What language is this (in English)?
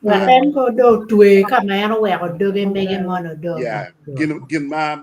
Acoli